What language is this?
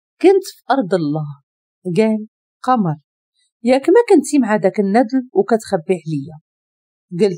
Moroccan Arabic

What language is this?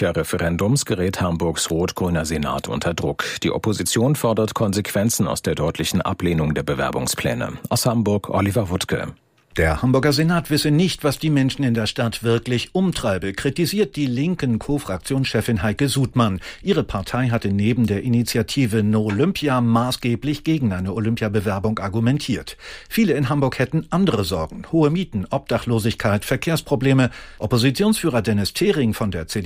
German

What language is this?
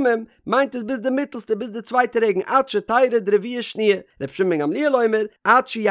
Yiddish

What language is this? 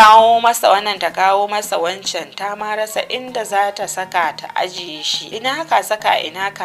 Hausa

